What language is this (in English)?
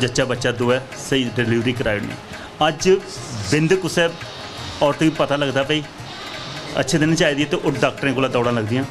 Dogri